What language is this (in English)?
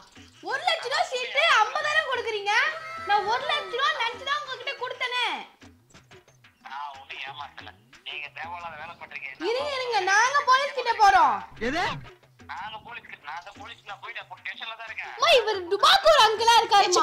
Tamil